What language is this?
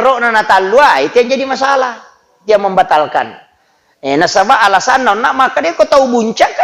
Buginese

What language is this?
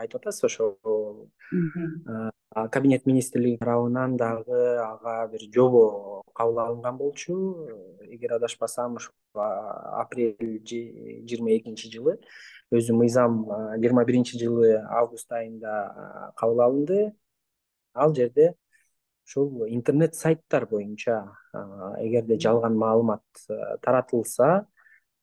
Kyrgyz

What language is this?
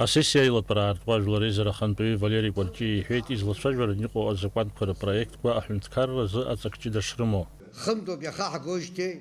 Abkhazian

